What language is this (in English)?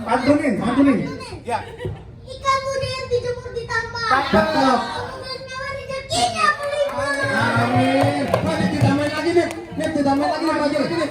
Betawi